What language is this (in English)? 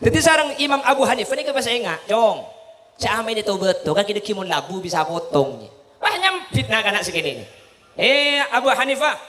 Madurese